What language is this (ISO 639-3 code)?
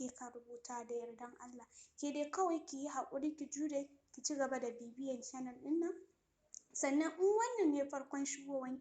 hau